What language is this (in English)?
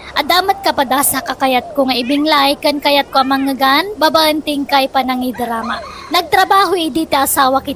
Iloko